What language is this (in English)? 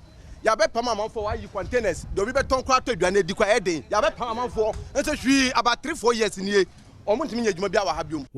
Akan